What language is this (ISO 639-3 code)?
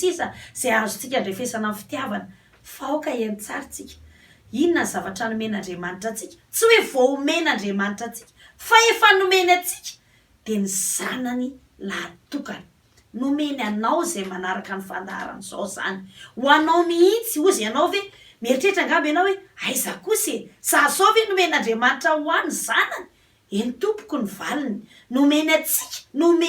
mlg